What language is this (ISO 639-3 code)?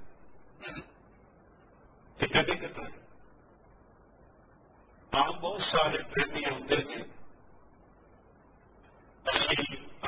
pan